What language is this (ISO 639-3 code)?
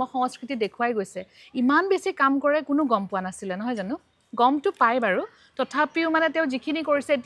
asm